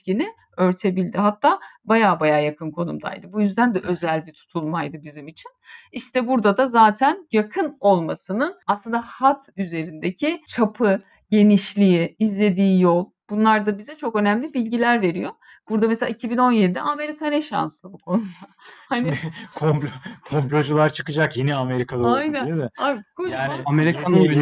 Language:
Turkish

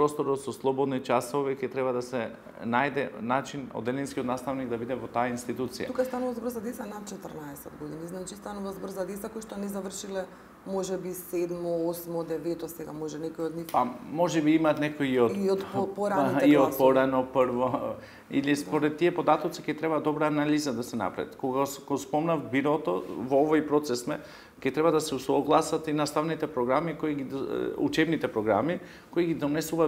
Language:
Macedonian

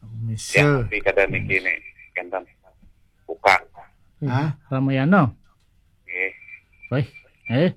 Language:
Balinese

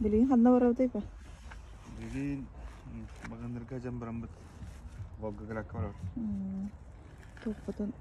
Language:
Yakut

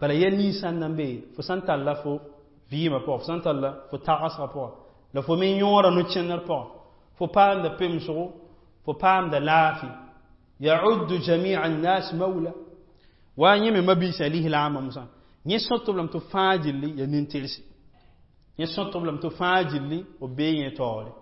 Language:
Mossi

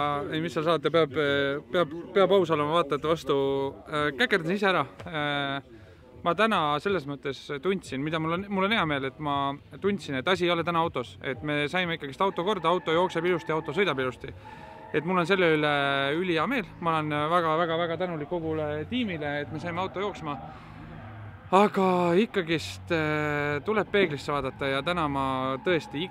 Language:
Estonian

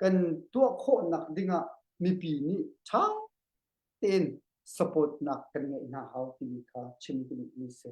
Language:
Hakha Chin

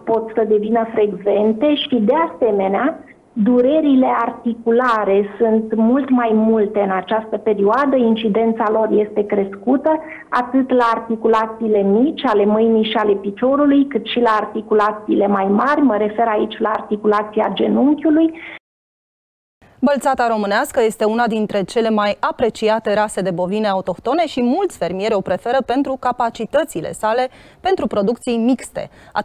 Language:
Romanian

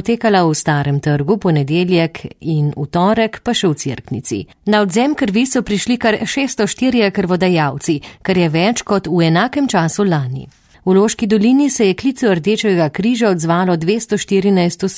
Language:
Slovenian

